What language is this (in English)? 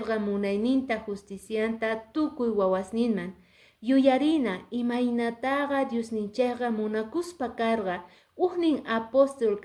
Quechua